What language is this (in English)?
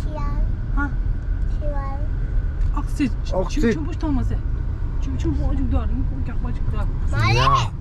Tibetan